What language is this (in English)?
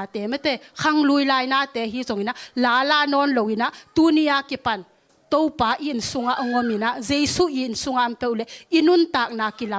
Tedim Chin